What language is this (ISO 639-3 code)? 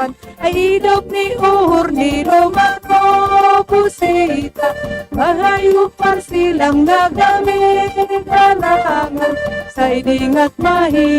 bts